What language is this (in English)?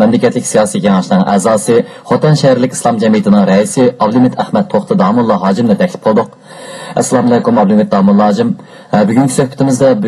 Uyghur